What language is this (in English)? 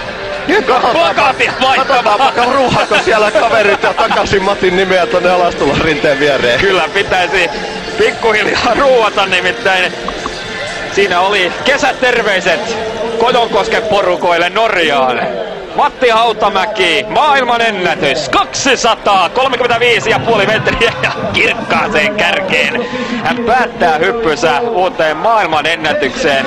Finnish